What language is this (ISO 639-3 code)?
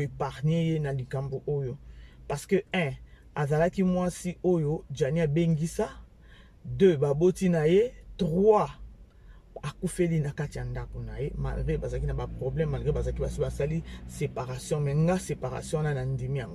lin